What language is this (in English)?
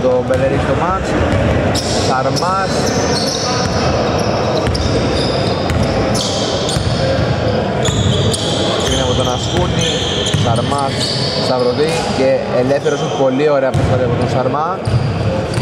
Greek